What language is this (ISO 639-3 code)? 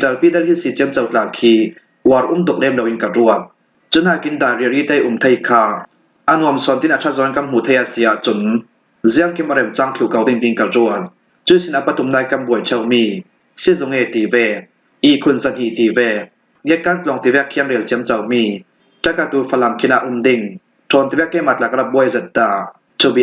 cfm